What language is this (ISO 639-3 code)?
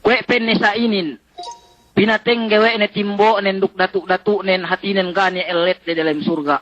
yka